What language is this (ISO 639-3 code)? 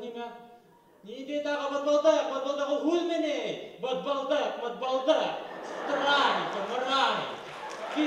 bak